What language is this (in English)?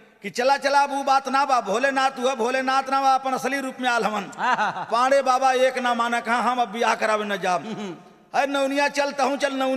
Bhojpuri